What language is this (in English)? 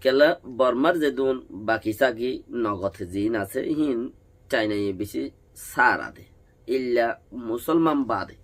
Rohingya